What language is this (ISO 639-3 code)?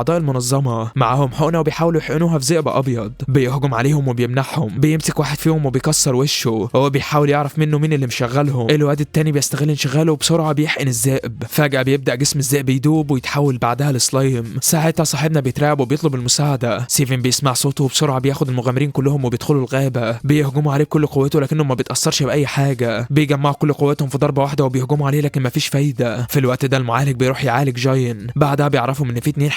arz